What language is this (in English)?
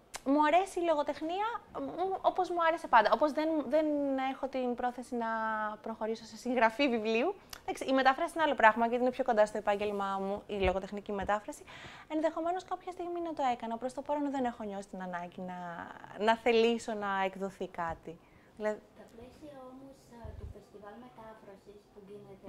Greek